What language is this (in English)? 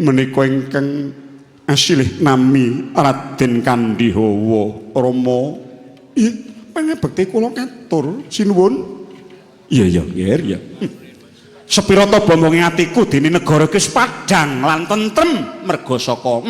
Javanese